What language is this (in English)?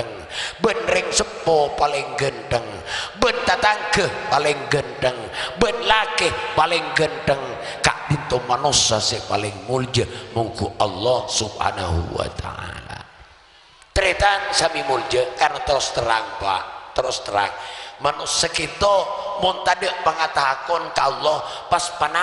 Madurese